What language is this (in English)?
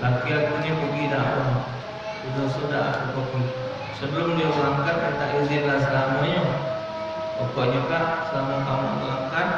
Musi